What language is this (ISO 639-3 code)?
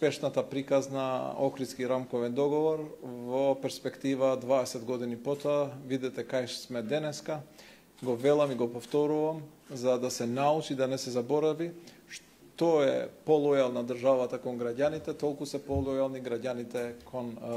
mkd